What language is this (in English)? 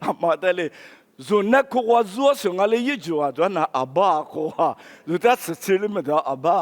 Lisu